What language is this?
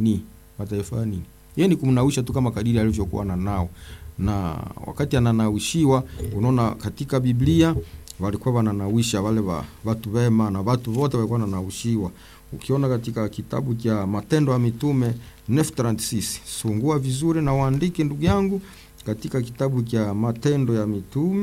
Swahili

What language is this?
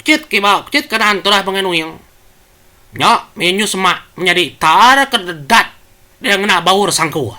Iban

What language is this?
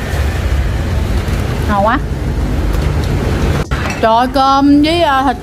Vietnamese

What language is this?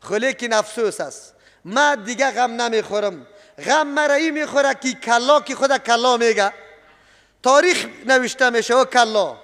Persian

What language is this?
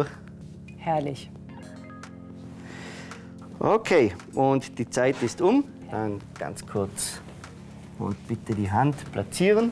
German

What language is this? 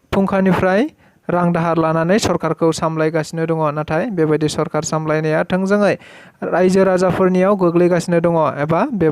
Bodo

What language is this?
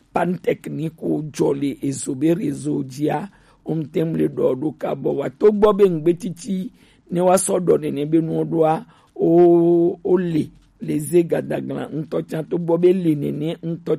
Gen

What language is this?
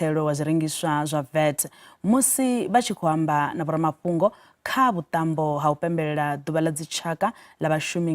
Venda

